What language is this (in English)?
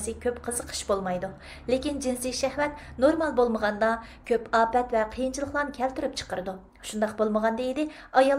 Uyghur